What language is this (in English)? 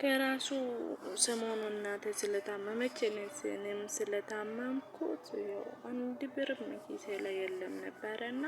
Amharic